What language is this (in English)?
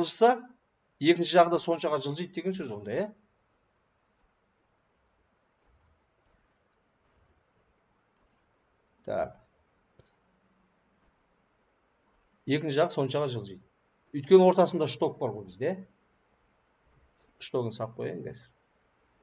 Kazakh